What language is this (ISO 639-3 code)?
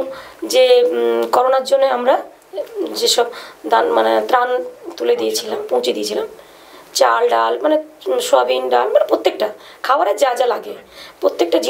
ben